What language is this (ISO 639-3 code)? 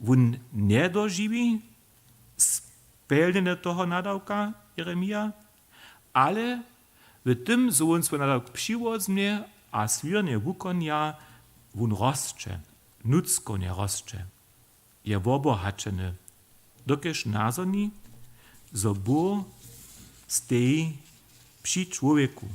hsb